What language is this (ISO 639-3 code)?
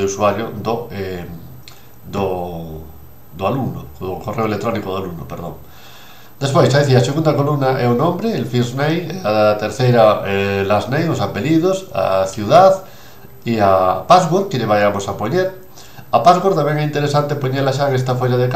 glg